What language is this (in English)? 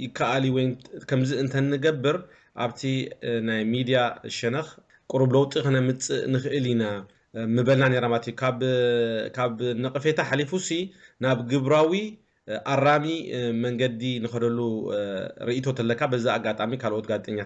Tigrinya